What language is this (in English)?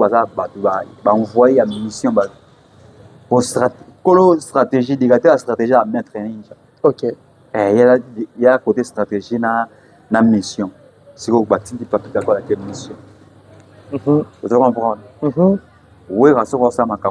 Lingala